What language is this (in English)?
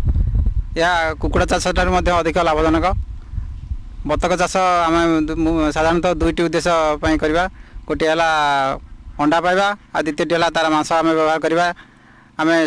Odia